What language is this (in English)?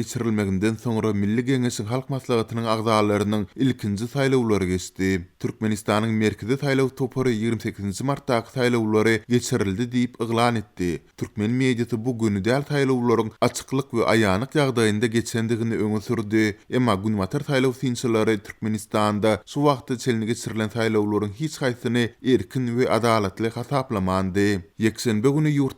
Turkmen